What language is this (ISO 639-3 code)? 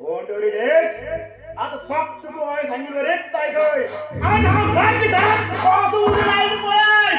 kok